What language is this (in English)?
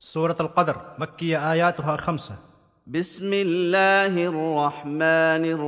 Kashmiri